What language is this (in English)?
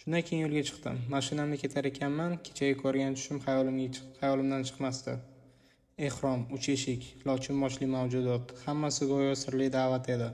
Uzbek